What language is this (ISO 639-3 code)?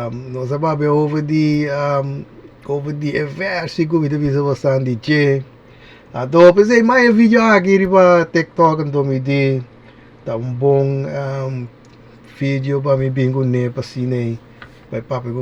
pap